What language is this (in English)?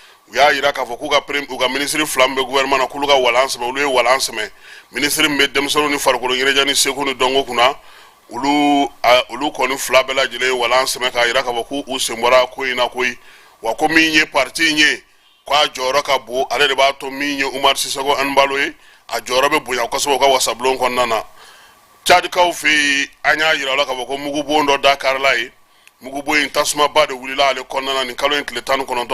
Bambara